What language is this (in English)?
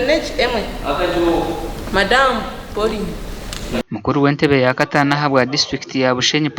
Nyankole